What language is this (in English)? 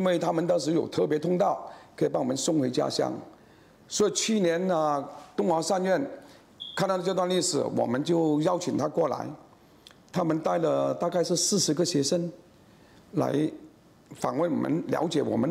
Chinese